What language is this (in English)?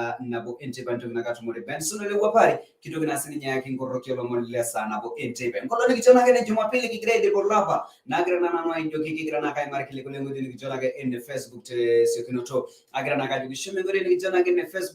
Masai